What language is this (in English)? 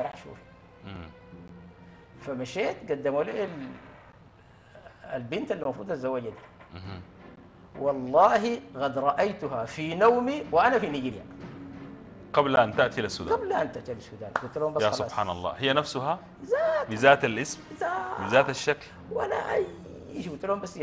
Sudanese Arabic